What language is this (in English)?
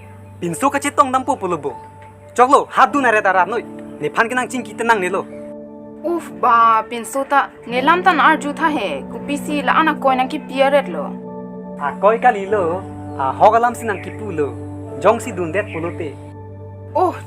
Karbi